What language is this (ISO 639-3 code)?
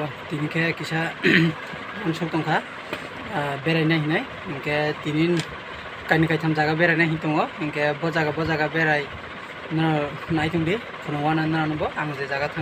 trp